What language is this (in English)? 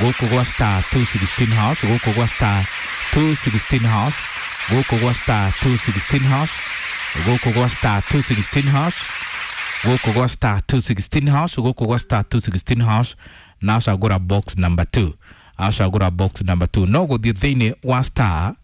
Kikuyu